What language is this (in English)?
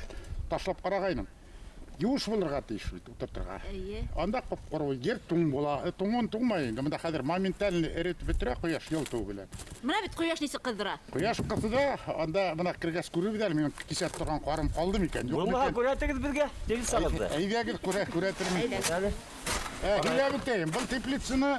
Bashkir